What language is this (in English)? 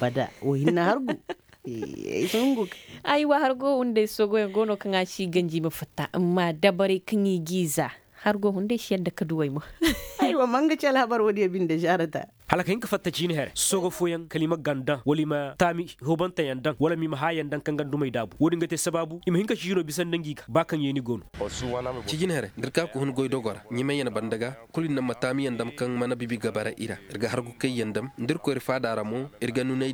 Zarma